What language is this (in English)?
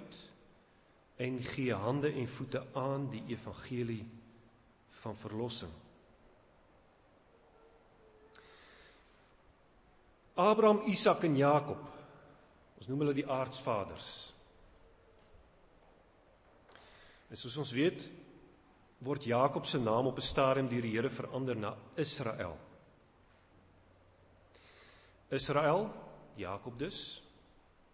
Afrikaans